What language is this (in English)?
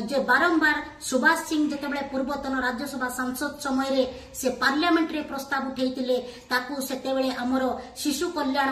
Odia